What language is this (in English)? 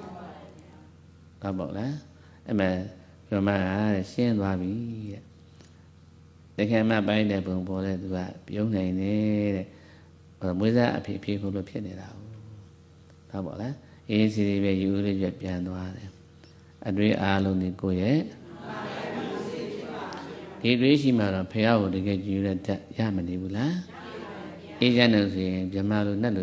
Burmese